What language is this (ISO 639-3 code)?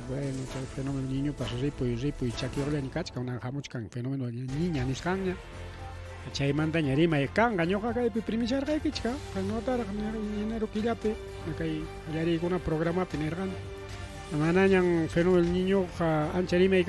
quy